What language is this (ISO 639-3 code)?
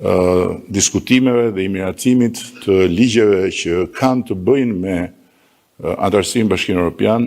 sqi